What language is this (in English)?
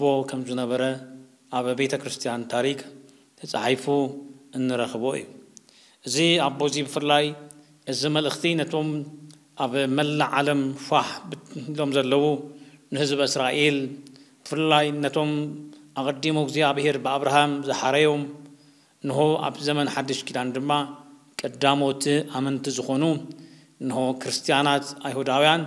Tigrinya